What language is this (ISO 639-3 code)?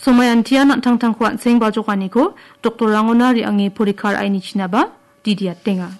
grt